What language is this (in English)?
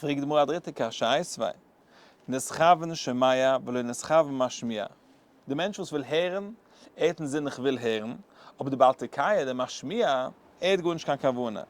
Yiddish